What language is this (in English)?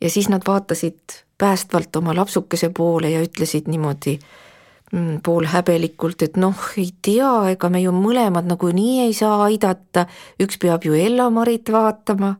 Estonian